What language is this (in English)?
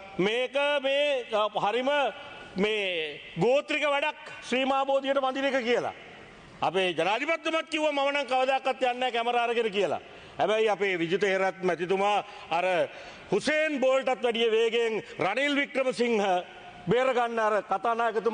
Sinhala